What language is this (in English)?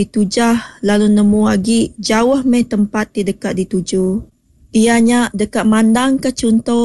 Iban